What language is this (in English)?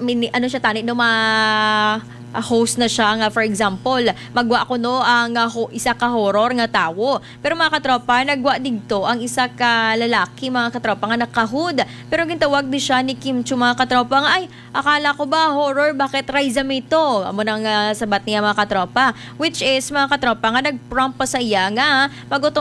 Hiligaynon